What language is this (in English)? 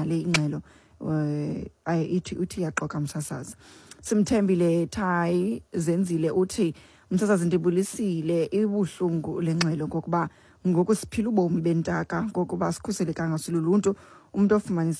Xhosa